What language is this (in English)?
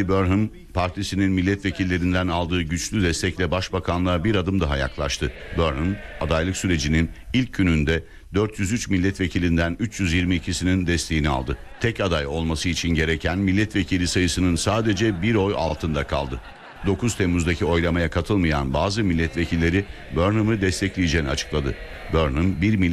Turkish